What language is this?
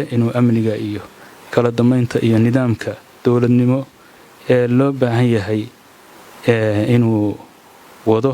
Somali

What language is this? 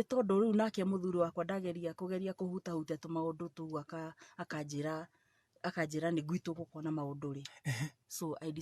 Kikuyu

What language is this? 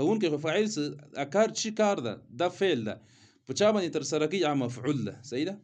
Pashto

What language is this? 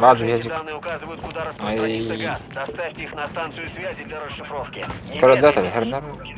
Yakut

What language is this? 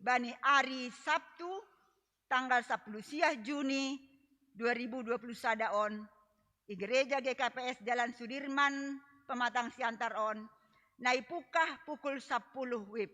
Batak Simalungun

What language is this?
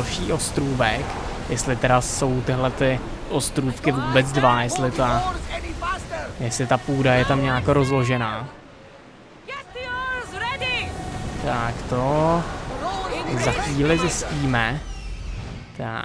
Czech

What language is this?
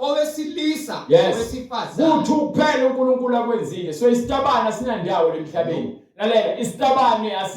Zulu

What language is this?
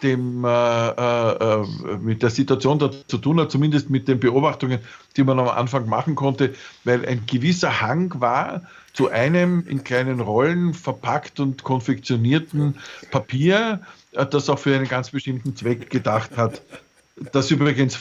Bavarian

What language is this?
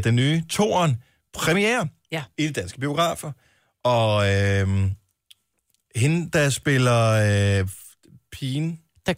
Danish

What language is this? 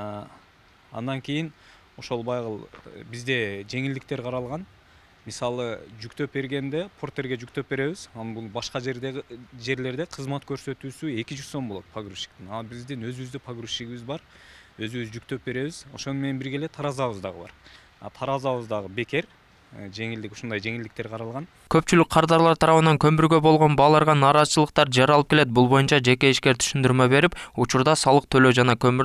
Kyrgyz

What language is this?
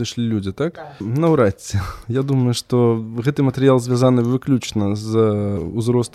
Belarusian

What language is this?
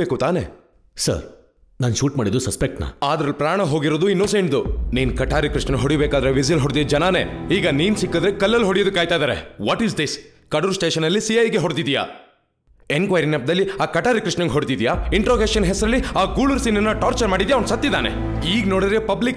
Kannada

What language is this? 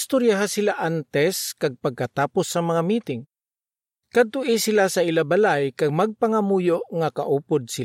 Hiligaynon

